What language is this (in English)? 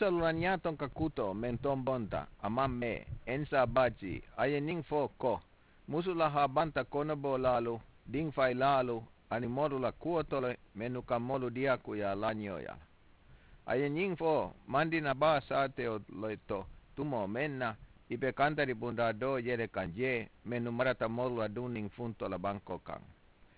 Mandingo